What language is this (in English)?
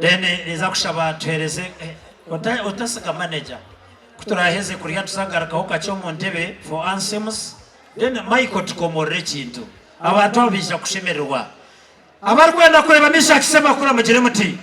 Nyankole